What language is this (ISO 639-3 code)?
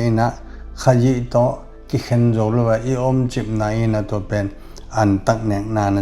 ctd